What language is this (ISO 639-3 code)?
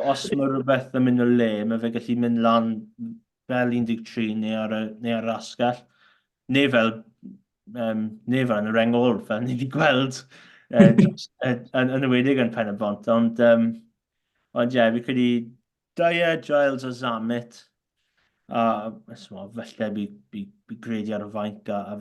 cym